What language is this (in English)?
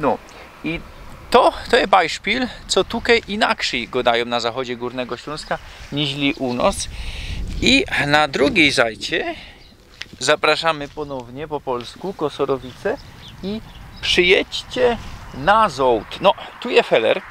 Silesian